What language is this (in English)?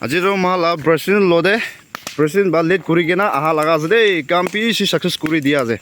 Naga Pidgin